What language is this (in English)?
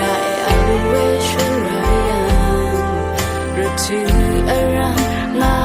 Rawang